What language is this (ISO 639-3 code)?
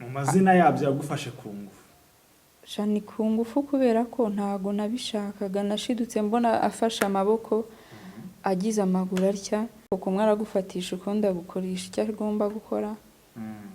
kin